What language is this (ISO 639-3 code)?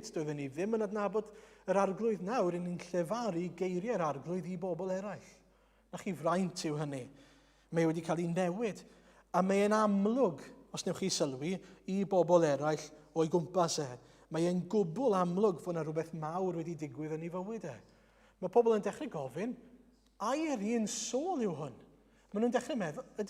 cym